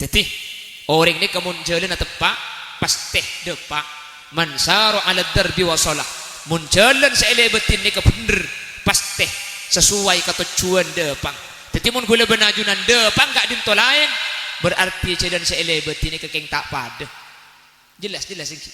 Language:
Madurese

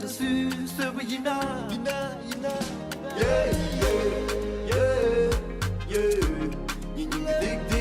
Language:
Tibetan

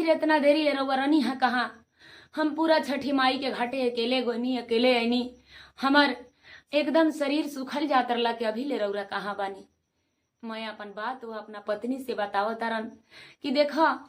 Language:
Bhojpuri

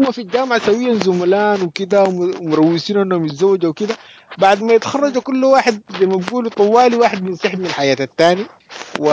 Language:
Sudanese Arabic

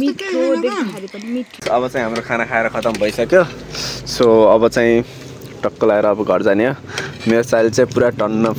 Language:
Nepali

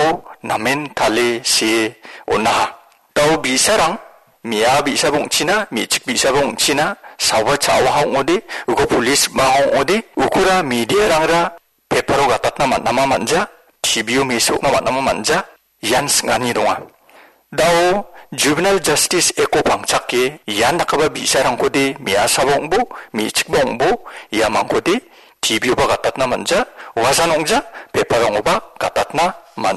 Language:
Garo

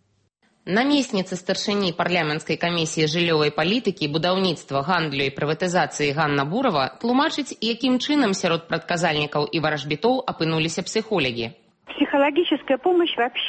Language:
Belarusian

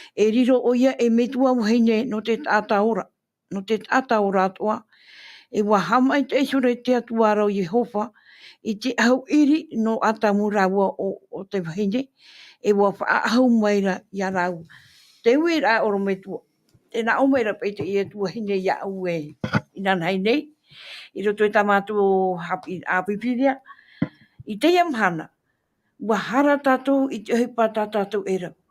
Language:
Tahitian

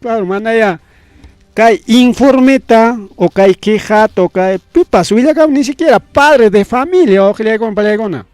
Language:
Ayacucho Quechua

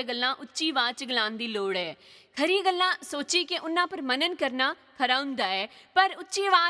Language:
Dogri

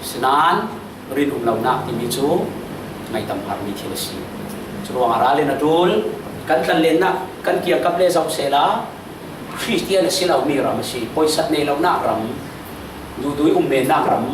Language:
Falam Chin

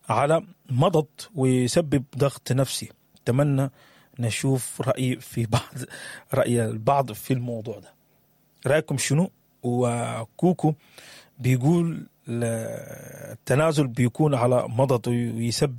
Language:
Sudanese Arabic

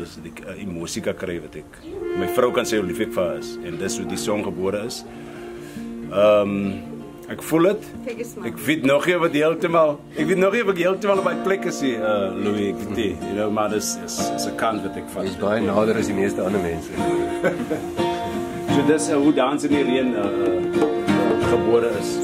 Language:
Afrikaans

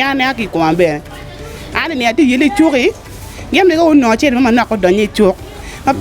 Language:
Acoli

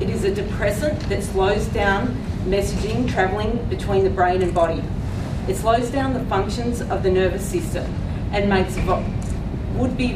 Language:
Kurdish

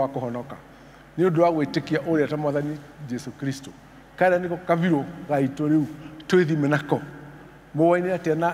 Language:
Kikuyu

